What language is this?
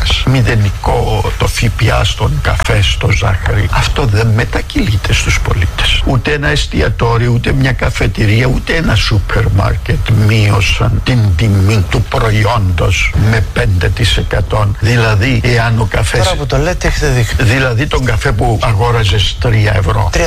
Greek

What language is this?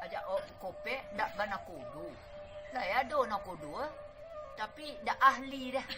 Minangkabau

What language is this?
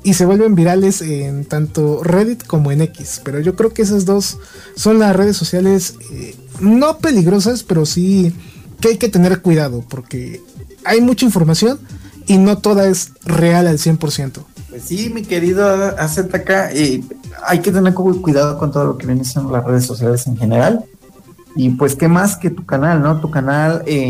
Spanish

